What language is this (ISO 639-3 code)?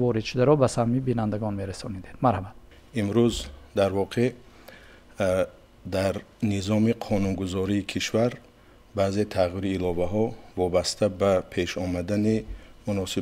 tgk